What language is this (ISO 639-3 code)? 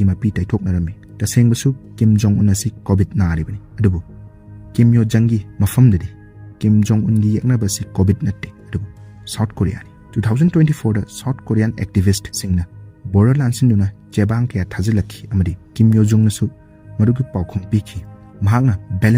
mni